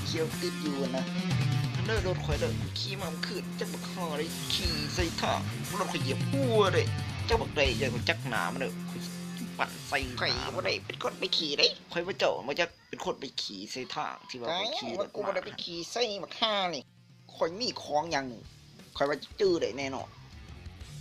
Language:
Lao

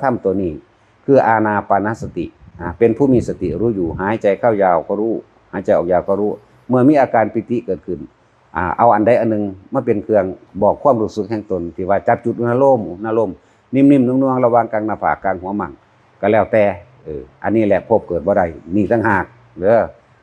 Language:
Northeastern Thai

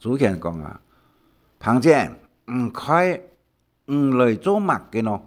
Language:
Hakka Chinese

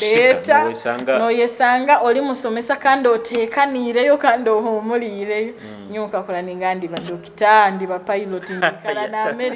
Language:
Nyoro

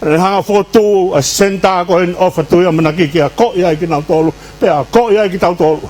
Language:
Tongan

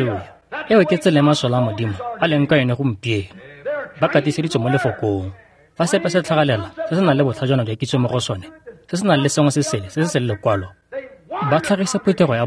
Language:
Tswana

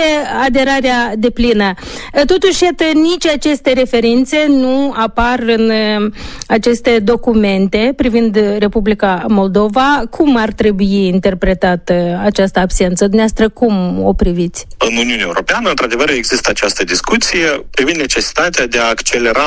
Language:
Romanian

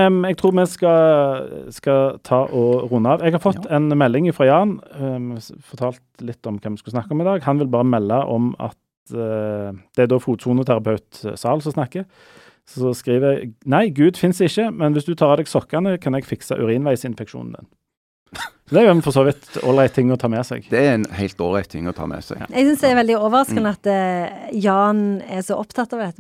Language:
Norwegian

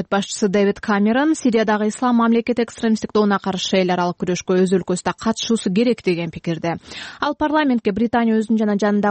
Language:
Kyrgyz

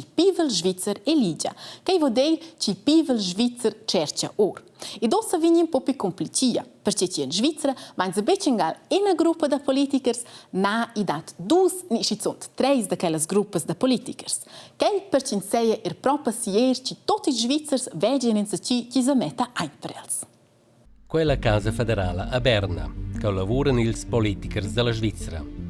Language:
Romansh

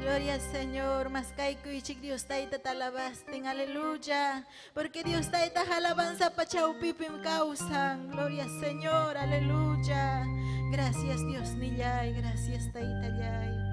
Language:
Ayacucho Quechua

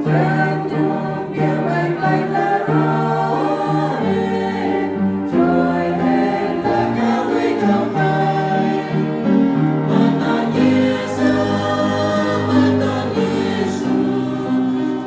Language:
Central Mnong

